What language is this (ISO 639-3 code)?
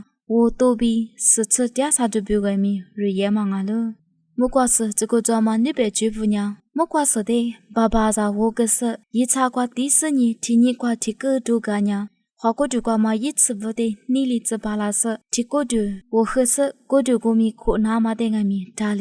lis